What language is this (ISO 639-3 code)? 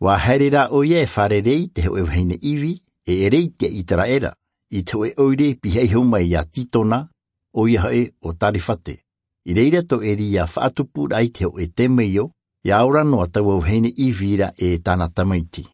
tah